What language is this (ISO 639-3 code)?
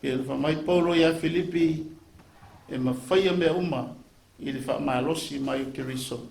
smo